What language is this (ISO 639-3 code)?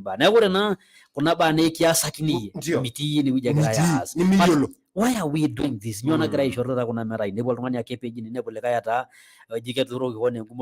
mas